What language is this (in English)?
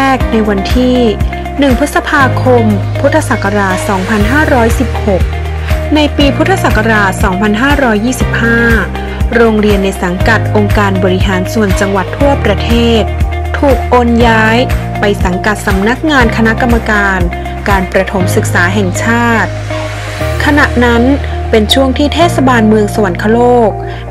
Thai